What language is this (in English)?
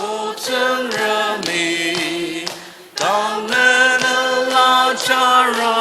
Ao Naga